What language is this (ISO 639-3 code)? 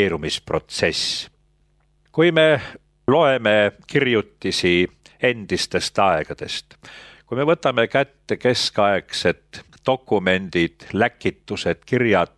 est